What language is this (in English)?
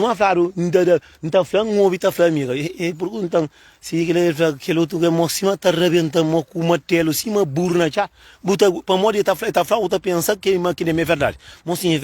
Kabuverdianu